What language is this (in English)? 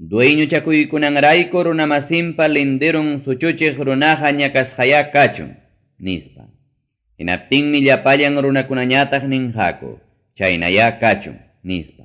Ayacucho Quechua